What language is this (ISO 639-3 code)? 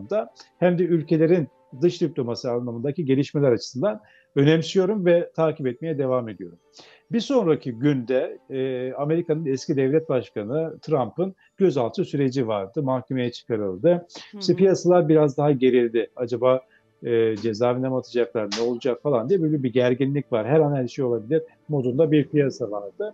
tur